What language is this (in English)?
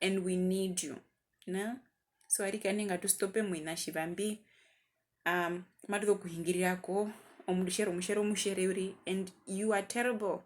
Herero